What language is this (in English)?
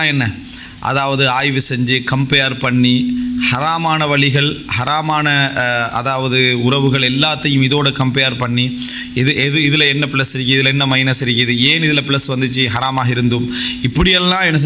Tamil